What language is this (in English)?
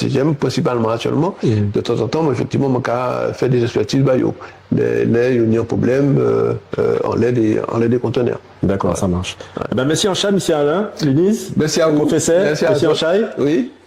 Guadeloupean Creole French